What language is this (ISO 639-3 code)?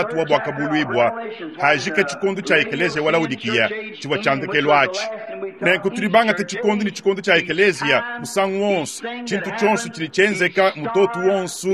lua